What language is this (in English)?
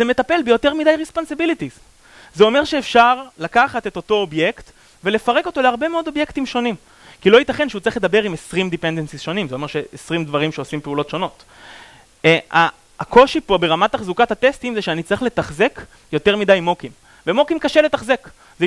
Hebrew